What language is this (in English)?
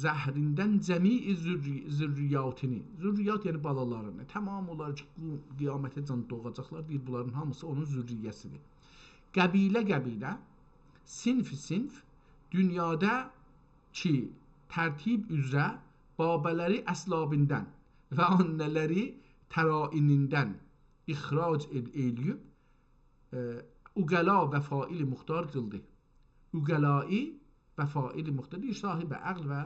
South Azerbaijani